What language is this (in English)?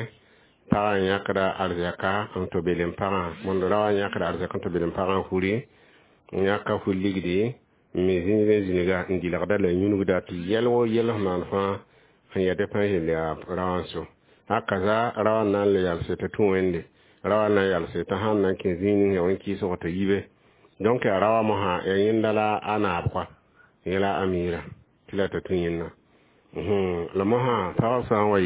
Mossi